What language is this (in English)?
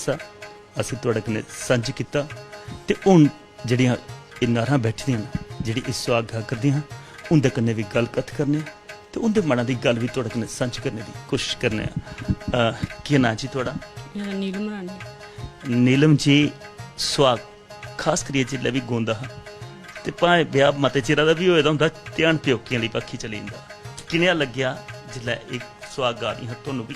Dogri